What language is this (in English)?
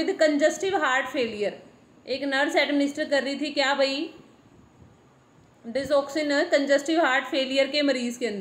Hindi